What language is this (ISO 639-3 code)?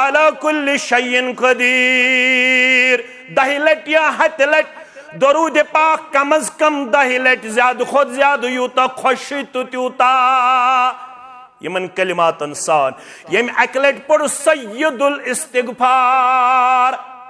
kas